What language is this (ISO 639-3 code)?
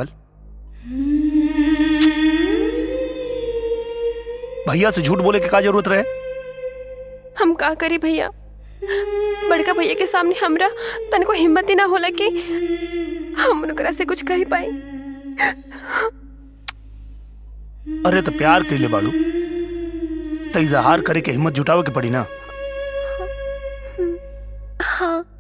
bho